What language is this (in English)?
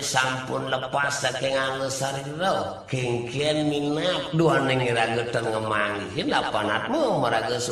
Balinese